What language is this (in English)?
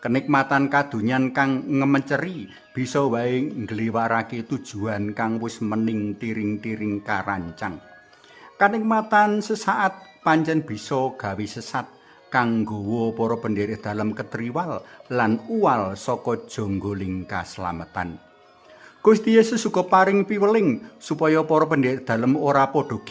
Javanese